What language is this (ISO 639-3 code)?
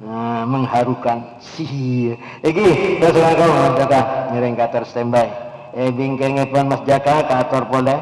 mad